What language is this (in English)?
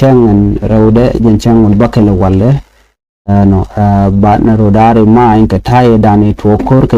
Nuer